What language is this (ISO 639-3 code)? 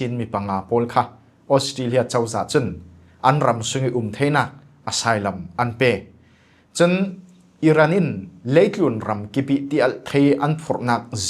cfm